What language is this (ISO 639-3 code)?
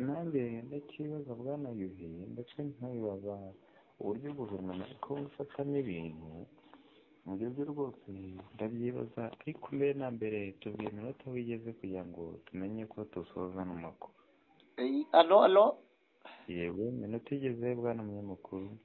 kin